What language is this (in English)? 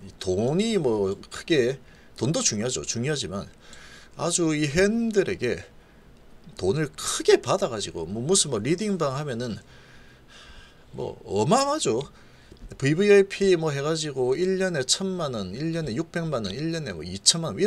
Korean